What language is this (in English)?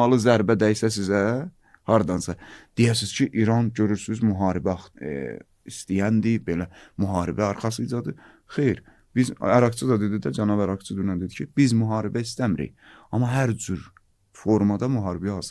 Azerbaijani